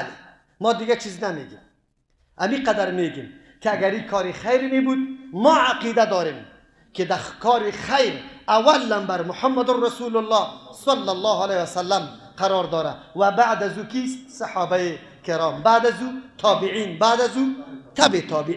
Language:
Persian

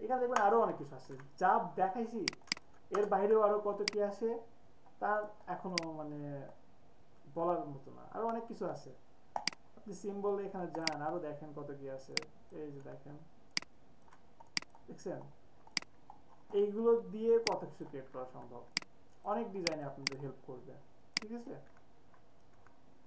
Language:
Bangla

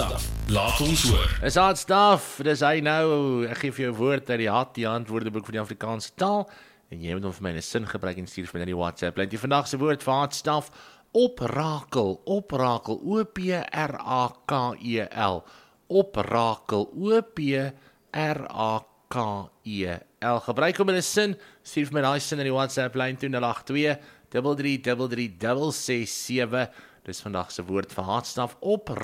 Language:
Afrikaans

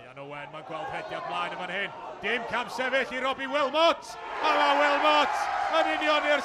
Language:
Welsh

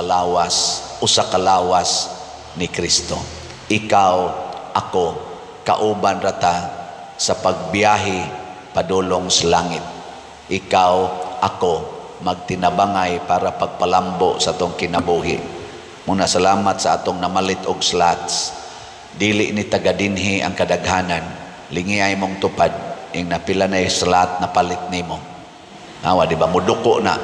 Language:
Cebuano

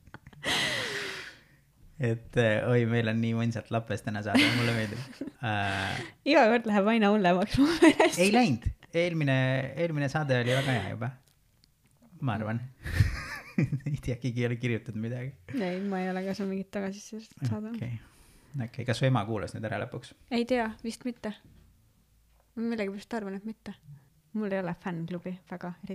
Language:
Estonian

